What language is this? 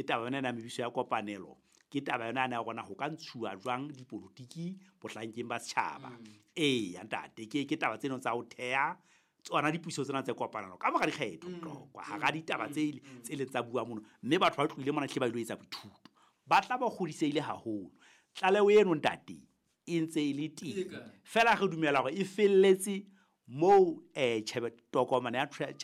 Southern Sotho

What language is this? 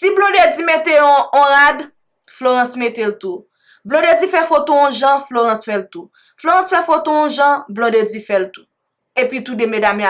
Haitian Creole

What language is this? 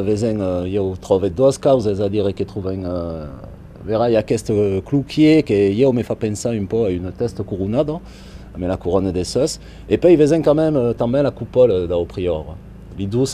Occitan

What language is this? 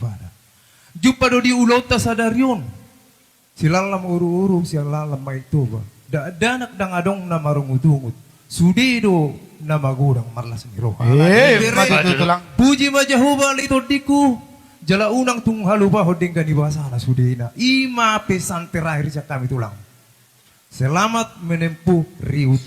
Batak Toba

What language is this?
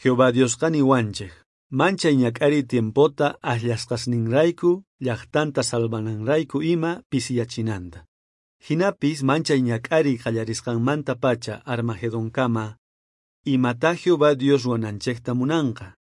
South Bolivian Quechua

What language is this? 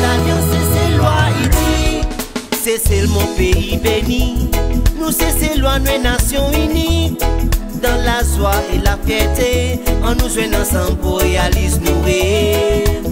Seselwa Creole French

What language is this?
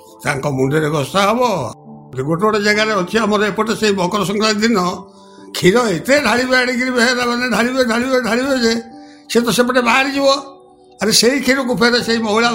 Odia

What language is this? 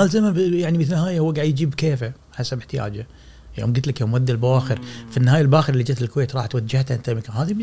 Gulf Arabic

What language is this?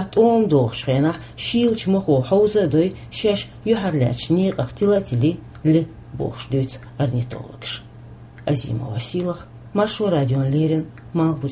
Chechen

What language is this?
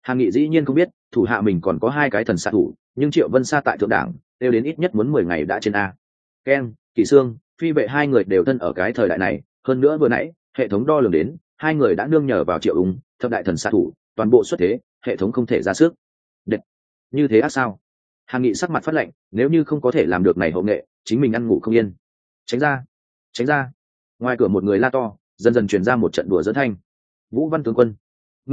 Vietnamese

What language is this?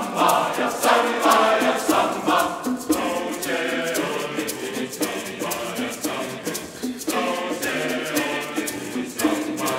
Estonian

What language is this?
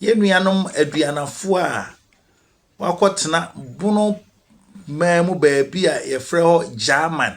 Akan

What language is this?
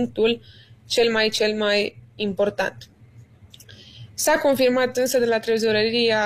Romanian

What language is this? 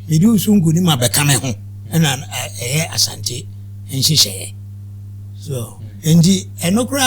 Akan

